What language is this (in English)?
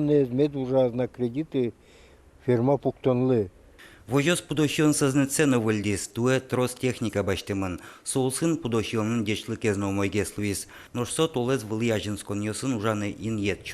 Udmurt